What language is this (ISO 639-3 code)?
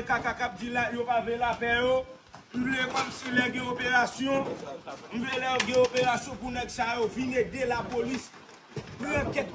hat